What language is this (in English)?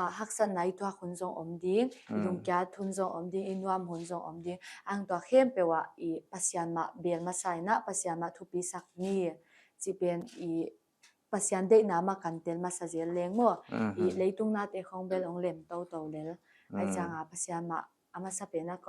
Paite Chin